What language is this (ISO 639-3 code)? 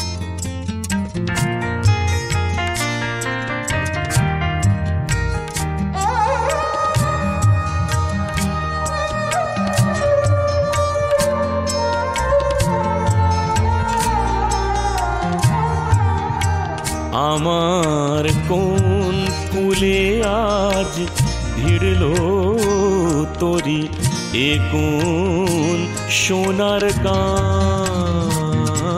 ben